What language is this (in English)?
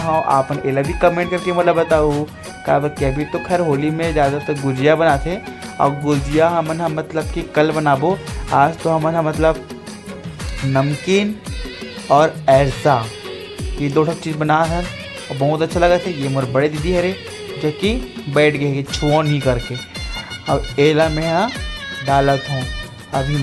Chhattisgarhi